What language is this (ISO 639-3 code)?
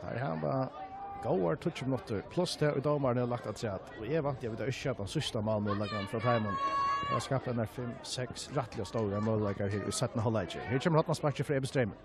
fao